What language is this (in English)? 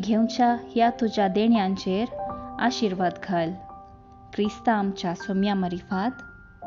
Konkani